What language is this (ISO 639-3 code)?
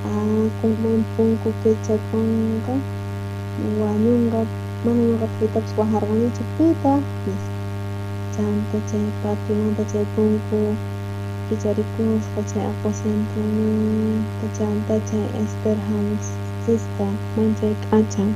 quh